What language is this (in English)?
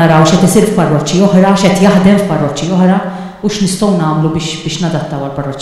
Maltese